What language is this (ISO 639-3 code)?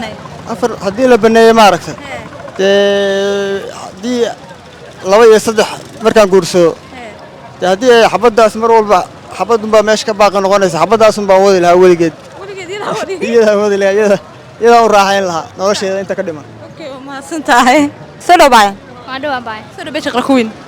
som